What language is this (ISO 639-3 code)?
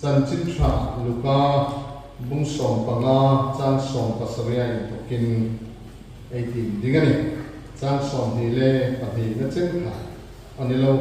hmr